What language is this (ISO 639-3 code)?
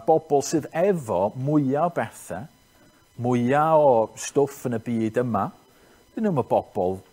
cym